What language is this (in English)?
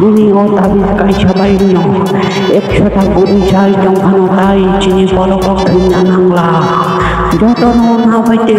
Kok Borok